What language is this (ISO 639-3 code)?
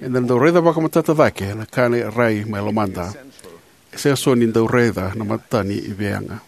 fij